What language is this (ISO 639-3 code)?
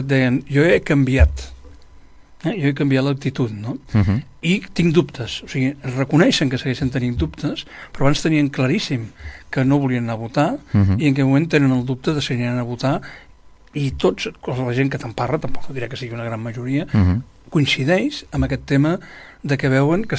cat